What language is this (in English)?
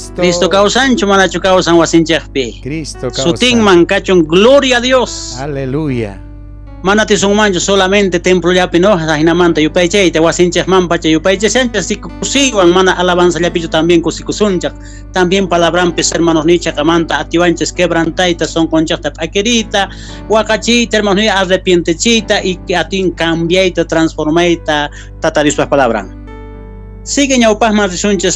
South Bolivian Quechua